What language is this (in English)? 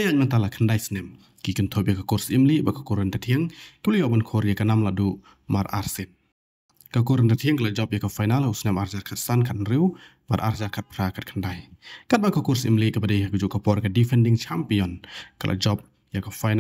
Khasi